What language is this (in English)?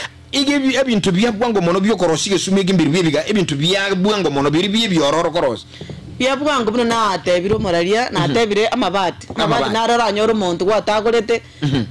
Gusii